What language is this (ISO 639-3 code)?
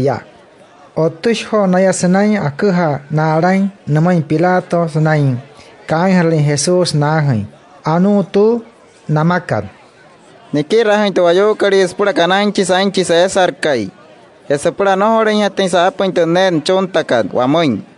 guc